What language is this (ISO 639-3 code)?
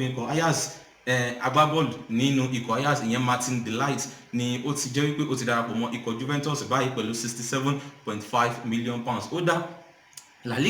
yor